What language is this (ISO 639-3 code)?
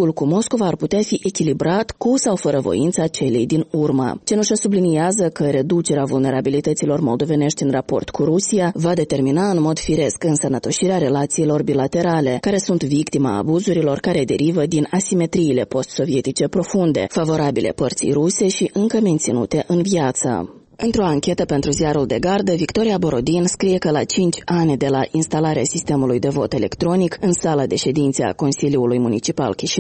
ron